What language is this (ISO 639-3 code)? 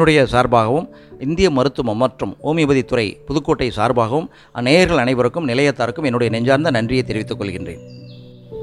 tam